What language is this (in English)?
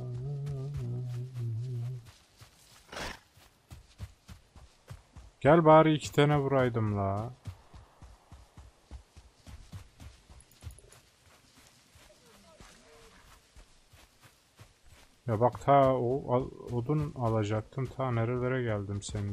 Turkish